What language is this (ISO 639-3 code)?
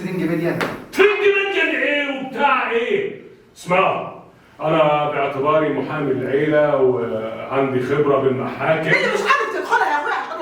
arz